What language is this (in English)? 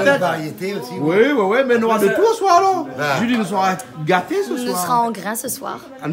Réunion Creole French